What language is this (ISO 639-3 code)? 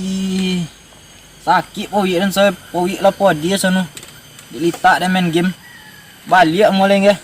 min